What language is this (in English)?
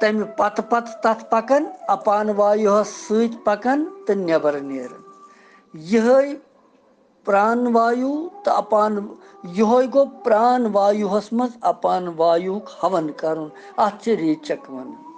Kashmiri